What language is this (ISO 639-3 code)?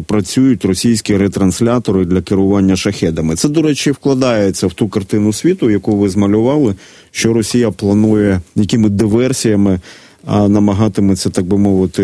ukr